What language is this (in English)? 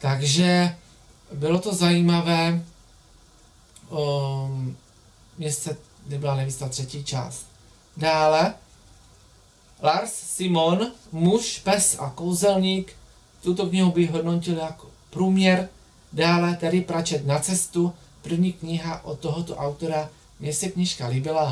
Czech